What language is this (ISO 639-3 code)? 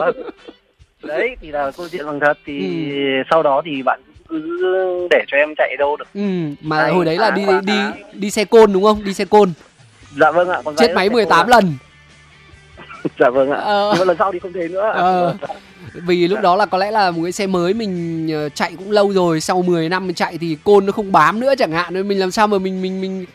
vie